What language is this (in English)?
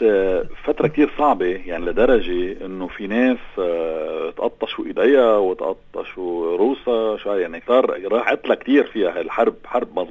North Levantine Arabic